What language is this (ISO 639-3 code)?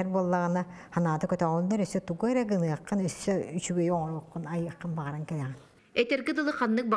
sah